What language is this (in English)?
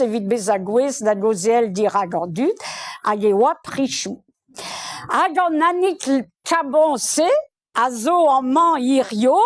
Breton